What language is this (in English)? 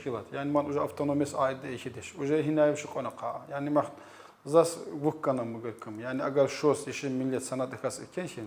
Tsakhur